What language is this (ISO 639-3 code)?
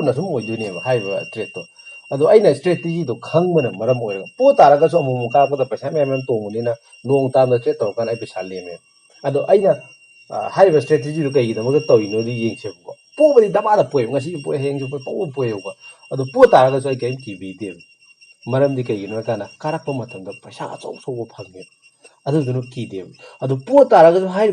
mni